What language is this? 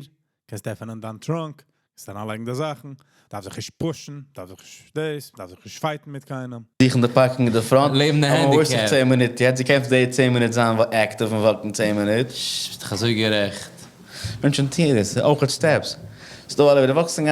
Yiddish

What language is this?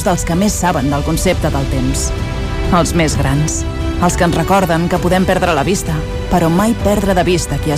Catalan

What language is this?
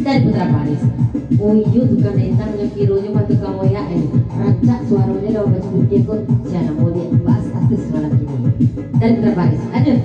Minangkabau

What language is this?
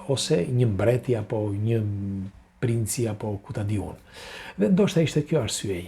Albanian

